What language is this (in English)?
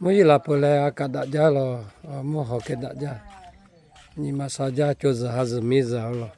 Lahu